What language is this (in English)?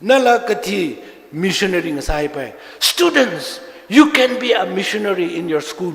Tangkhul Naga (India)